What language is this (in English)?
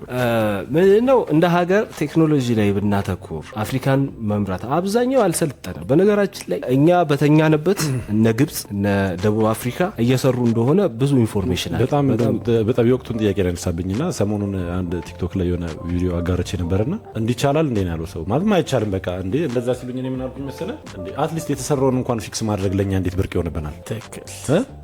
Amharic